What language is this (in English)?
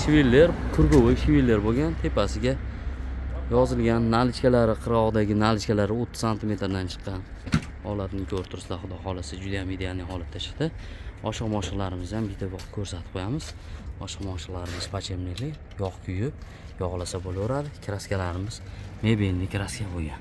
Uzbek